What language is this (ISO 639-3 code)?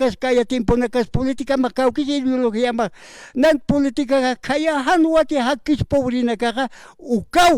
aym